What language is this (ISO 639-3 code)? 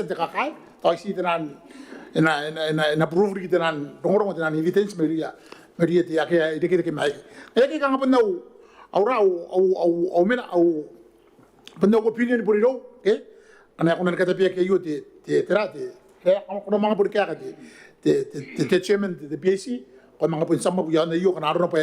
gil